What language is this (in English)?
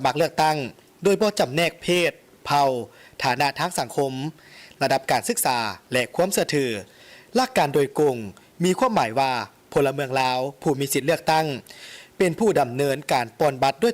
Lao